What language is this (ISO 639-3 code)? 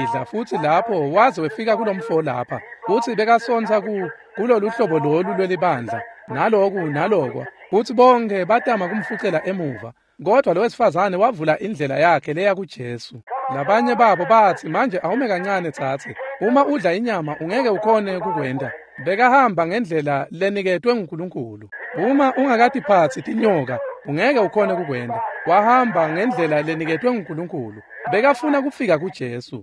ssw